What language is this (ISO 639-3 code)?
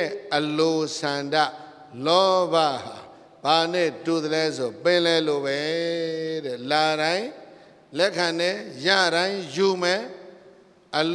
mya